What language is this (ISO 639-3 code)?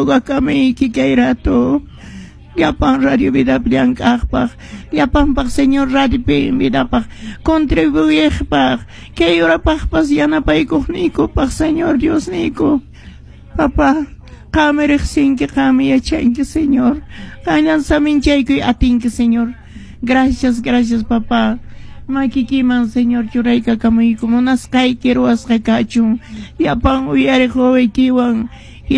que